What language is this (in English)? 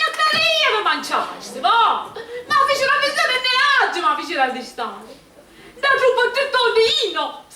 Sicilian